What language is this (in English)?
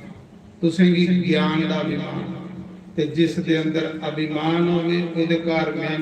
Dogri